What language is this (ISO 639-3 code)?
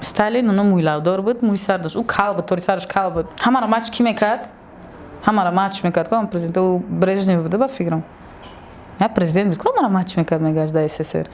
tgk